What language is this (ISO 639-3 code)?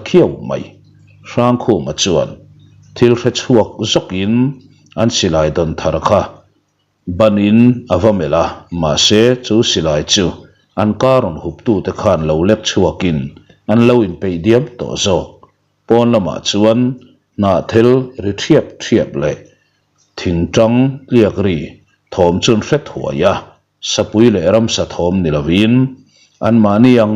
lus